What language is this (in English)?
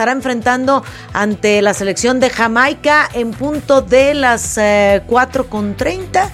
Spanish